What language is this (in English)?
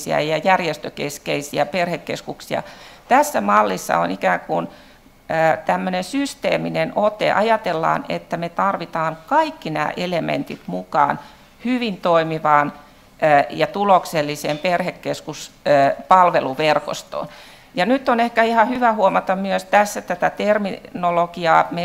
Finnish